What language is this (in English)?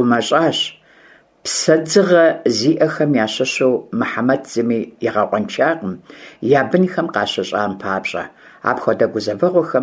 Kabardian